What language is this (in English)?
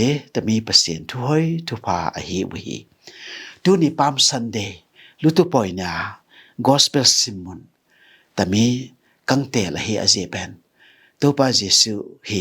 Tedim Chin